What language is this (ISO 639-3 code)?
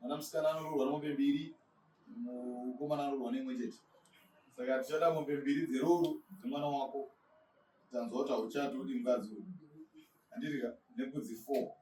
sna